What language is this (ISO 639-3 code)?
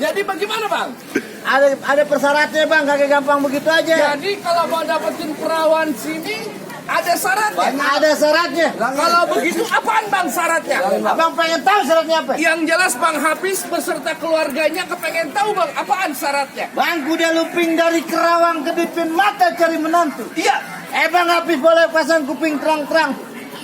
bew